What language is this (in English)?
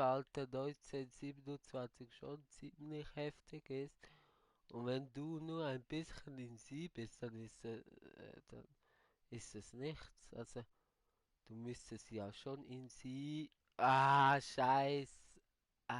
Swiss German